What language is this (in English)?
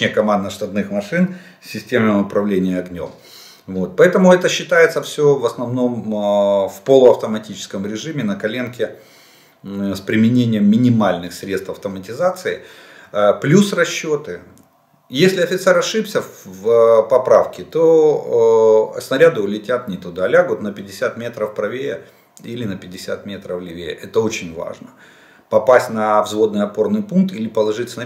Russian